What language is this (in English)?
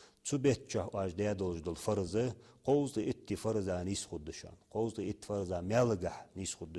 Ingush